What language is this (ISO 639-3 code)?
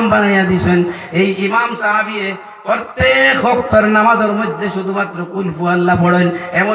syl